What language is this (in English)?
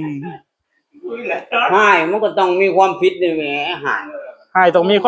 Northeastern Thai